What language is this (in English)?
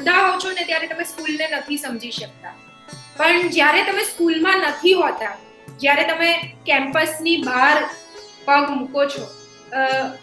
Gujarati